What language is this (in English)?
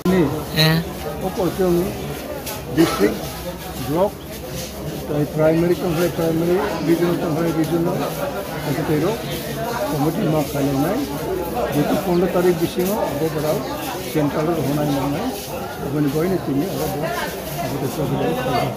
Kok Borok